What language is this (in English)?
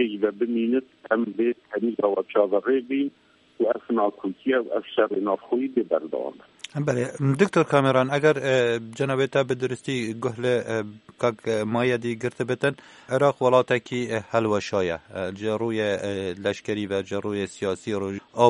Kurdish